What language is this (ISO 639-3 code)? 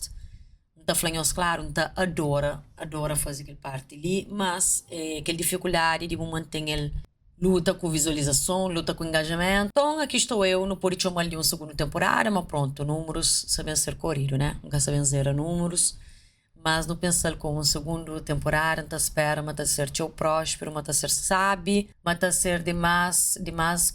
kea